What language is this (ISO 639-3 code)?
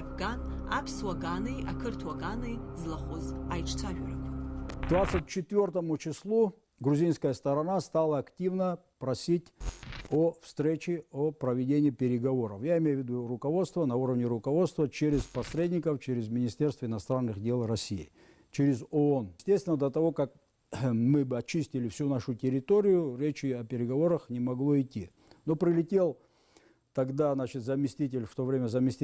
abk